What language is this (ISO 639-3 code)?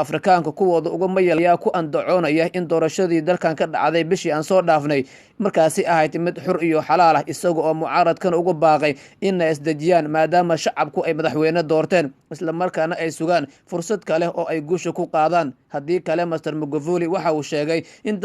som